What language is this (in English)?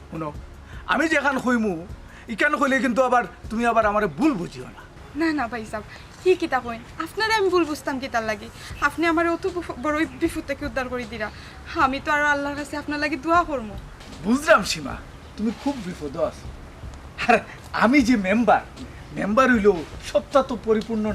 Sylheti